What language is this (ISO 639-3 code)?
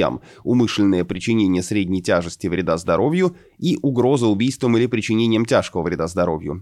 rus